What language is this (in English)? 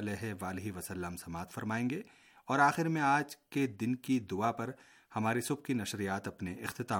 Urdu